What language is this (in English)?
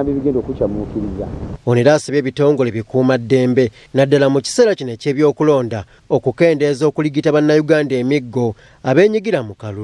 Ganda